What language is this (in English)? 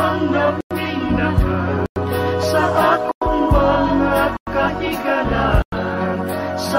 Cebuano